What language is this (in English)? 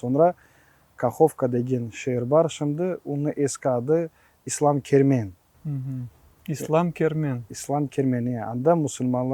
Crimean Tatar